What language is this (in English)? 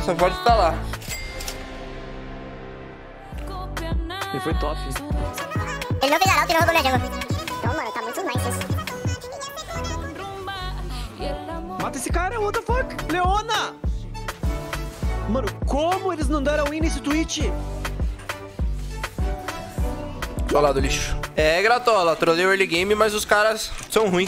Portuguese